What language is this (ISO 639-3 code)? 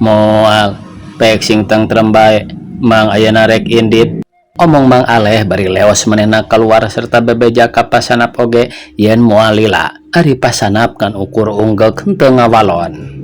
sun